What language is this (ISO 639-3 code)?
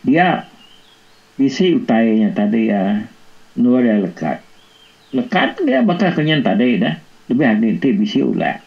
iba